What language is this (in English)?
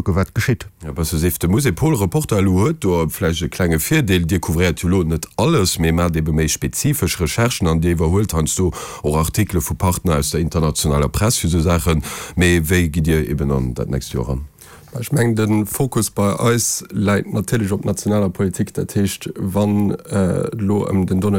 Luxembourgish